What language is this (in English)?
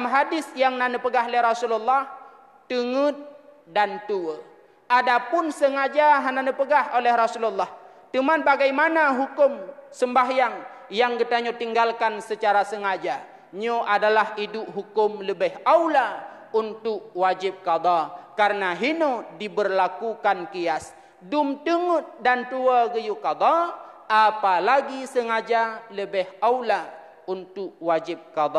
Achinese